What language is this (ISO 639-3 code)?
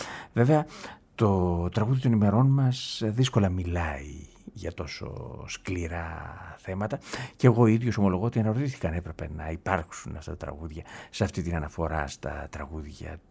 ell